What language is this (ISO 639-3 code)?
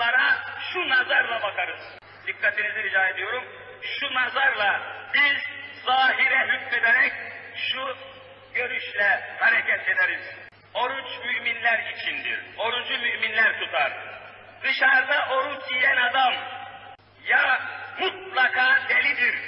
tur